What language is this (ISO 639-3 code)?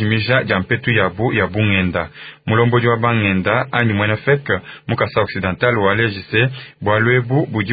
lua